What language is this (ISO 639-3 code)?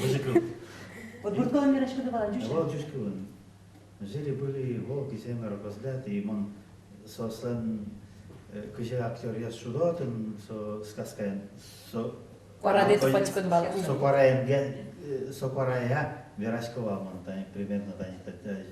udm